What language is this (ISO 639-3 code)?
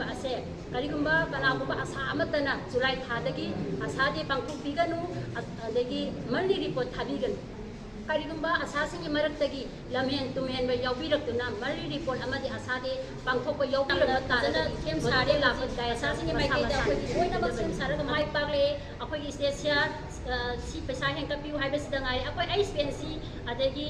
mni